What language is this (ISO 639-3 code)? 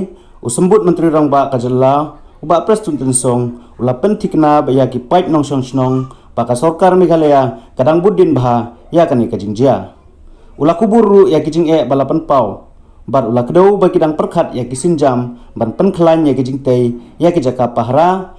kha